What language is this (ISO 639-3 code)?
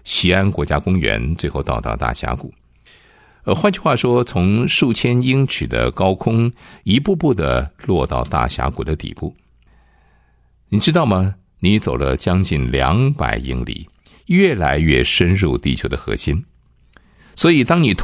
zho